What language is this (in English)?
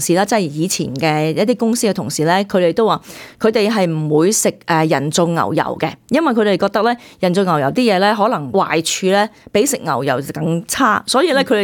Cantonese